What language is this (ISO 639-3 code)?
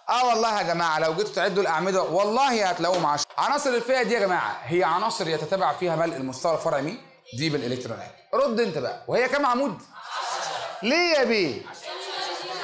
arz